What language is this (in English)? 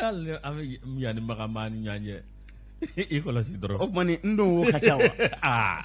Bambara